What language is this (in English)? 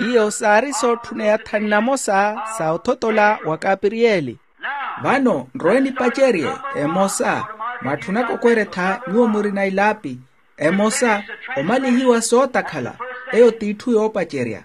Makhuwa